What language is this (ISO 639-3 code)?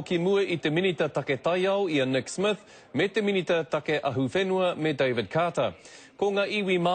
mri